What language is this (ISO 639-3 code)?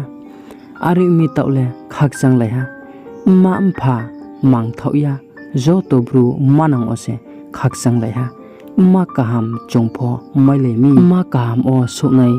ria